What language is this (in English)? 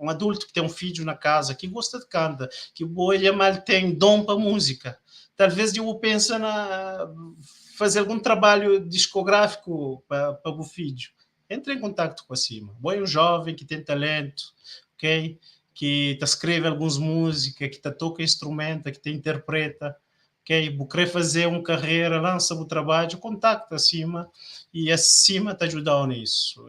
Kabuverdianu